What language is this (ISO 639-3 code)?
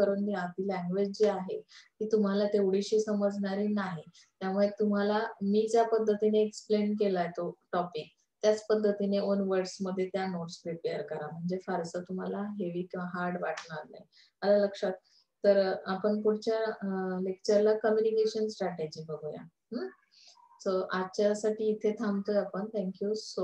mar